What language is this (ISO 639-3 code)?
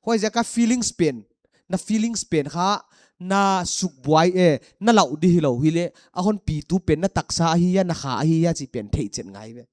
pck